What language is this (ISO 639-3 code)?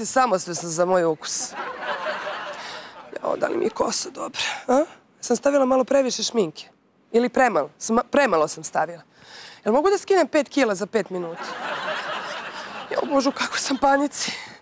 srp